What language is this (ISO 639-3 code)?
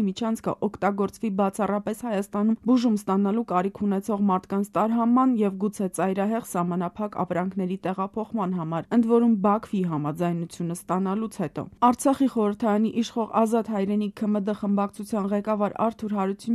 hye